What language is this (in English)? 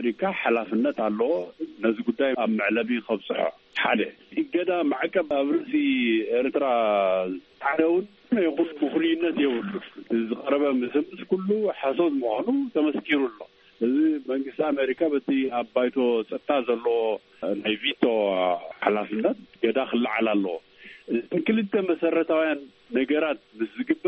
Tigrinya